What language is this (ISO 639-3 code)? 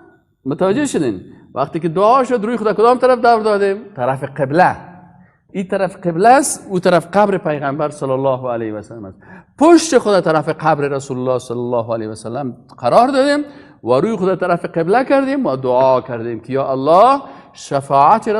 fas